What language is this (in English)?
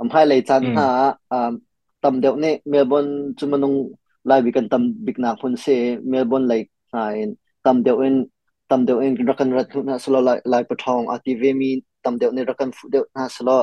Hakha Chin